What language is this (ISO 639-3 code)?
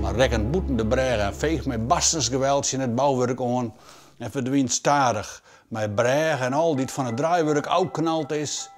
fry